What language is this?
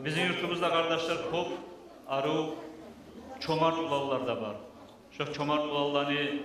Kumyk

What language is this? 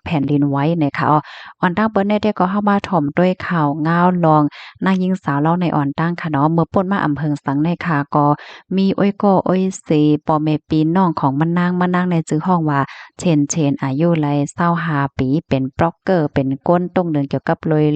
Shan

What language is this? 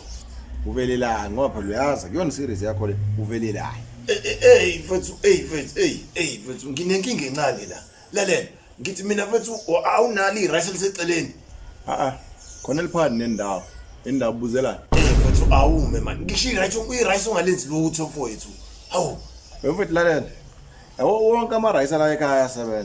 Zulu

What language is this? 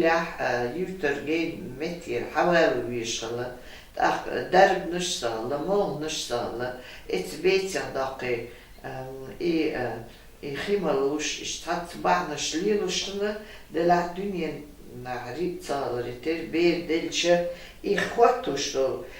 Chechen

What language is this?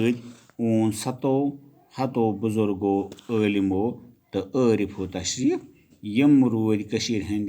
Kashmiri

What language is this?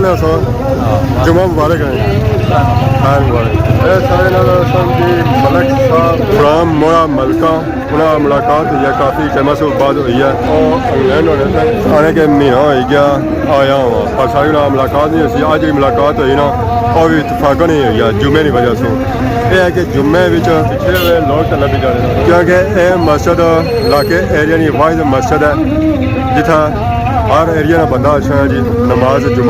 Pahari-Potwari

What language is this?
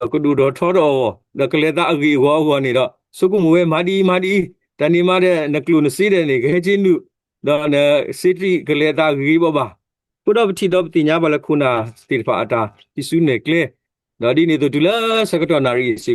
S'gaw Karen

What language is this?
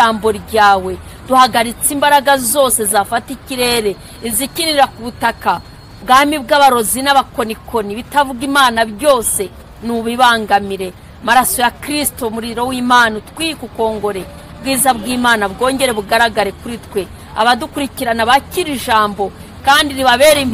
Kinyarwanda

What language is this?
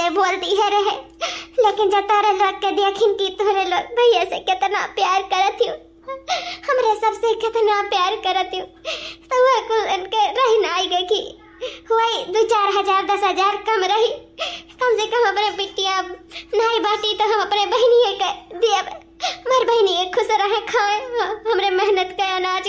Awadhi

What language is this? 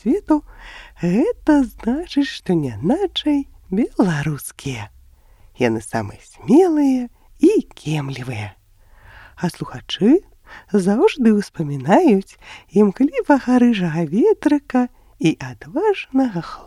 Belarusian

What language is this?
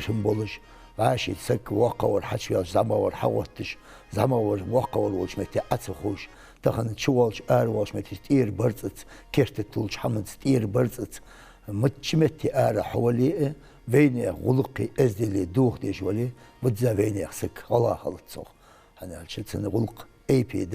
Ingush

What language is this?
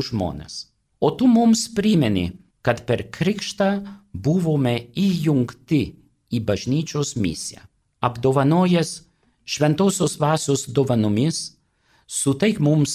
Lithuanian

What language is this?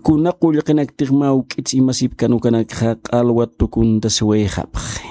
Aymara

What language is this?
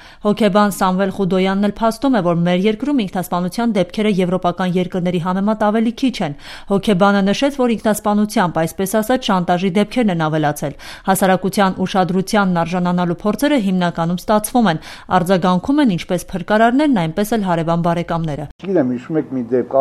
Armenian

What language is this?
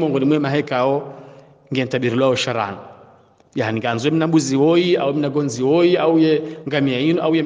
Swahili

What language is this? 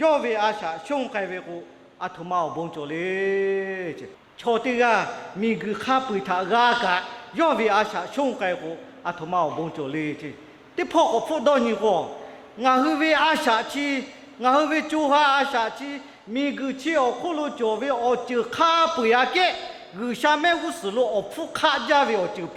Lahu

